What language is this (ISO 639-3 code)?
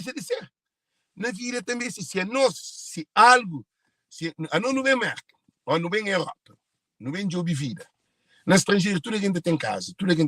kea